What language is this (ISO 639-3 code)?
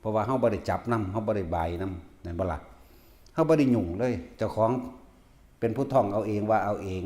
tts